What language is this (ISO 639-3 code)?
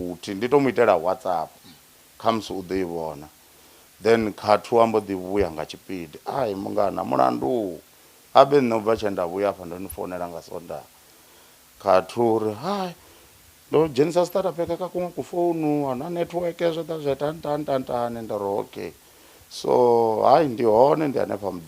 ven